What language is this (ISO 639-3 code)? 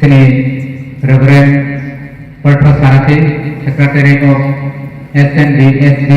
trp